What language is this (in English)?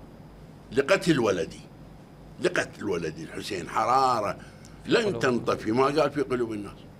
Mesopotamian Arabic